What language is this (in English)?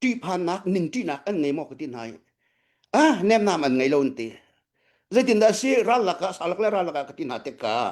Hakha Chin